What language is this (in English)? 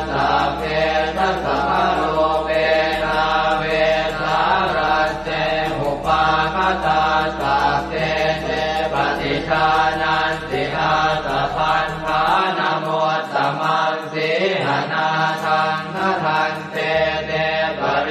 Pali